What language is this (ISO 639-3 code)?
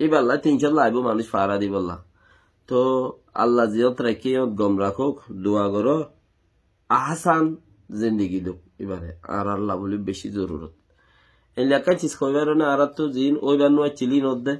rhg